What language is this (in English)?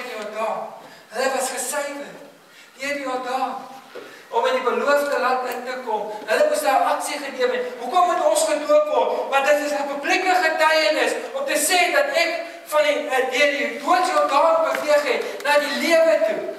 Afrikaans